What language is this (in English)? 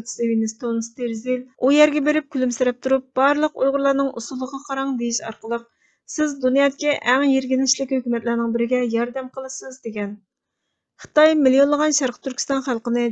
Uyghur